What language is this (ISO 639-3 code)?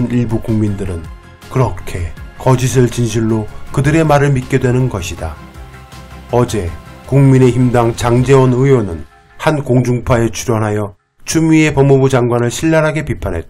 kor